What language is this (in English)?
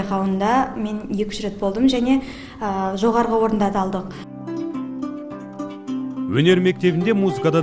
Kazakh